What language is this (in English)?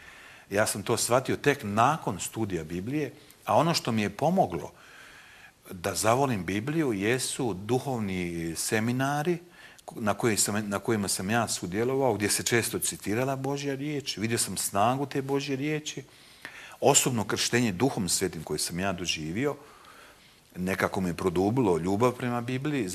Croatian